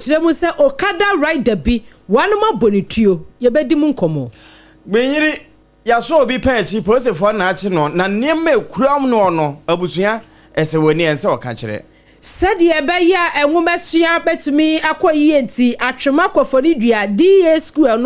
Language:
Akan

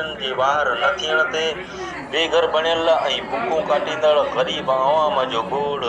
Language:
Sindhi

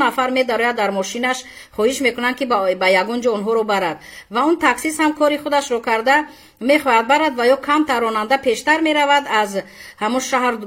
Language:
Tajik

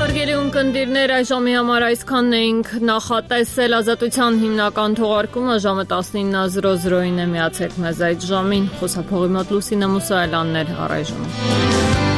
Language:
Armenian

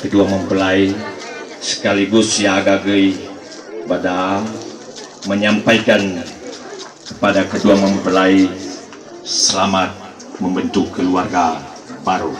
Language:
Nias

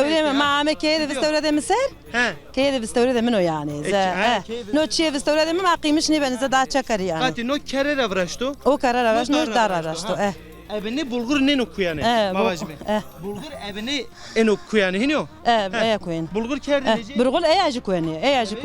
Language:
Zaza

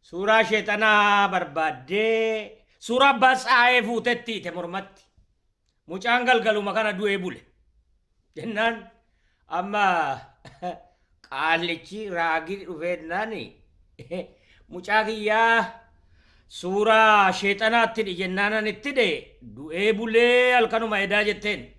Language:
Oromo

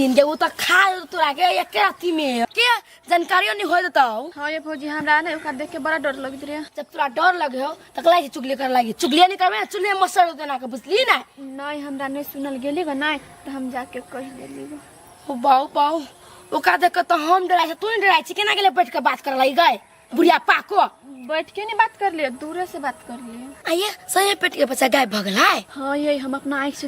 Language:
Maithili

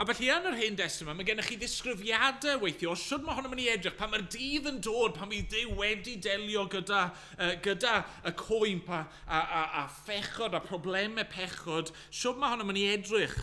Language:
Welsh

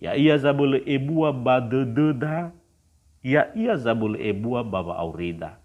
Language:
Nias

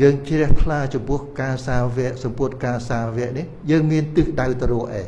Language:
Khmer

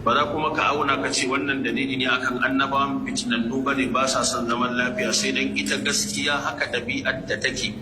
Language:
Hausa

